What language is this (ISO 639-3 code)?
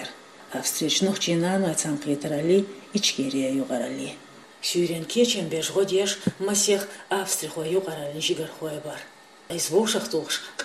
che